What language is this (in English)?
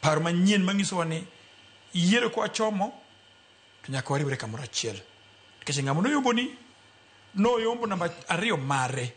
Luo (Kenya and Tanzania)